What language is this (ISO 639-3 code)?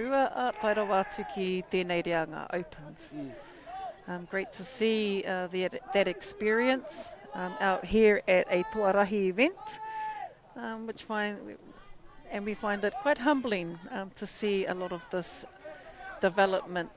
mri